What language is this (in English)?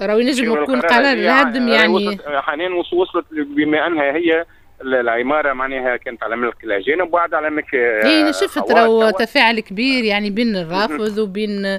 Tunisian Arabic